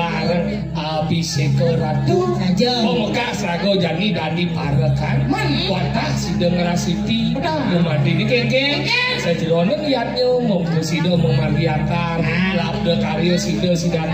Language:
Balinese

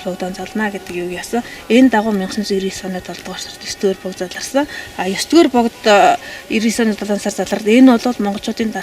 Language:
Mongolian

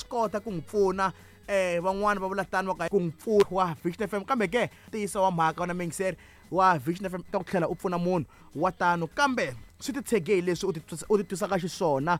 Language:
Tsonga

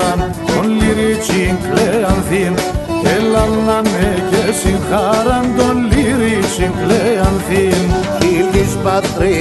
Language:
Greek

